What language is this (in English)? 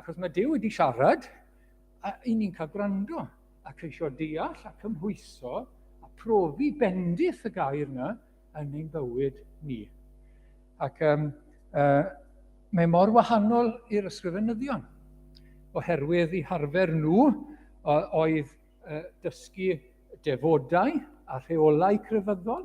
Welsh